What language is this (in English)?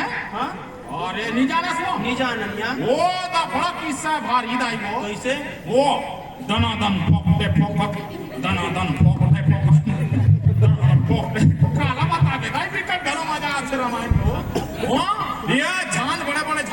Chhattisgarhi